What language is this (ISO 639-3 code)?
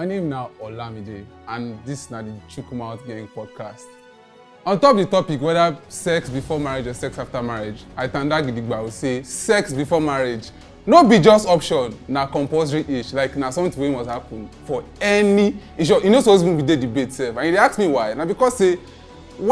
pcm